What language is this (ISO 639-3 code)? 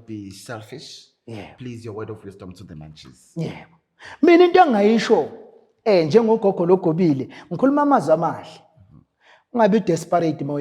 zul